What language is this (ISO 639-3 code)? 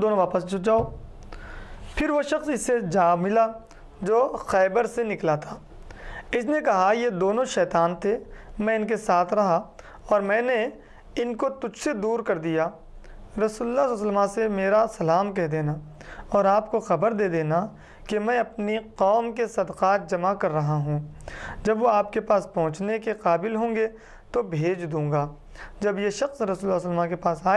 urd